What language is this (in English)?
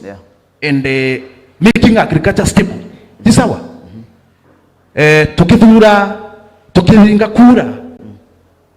Meru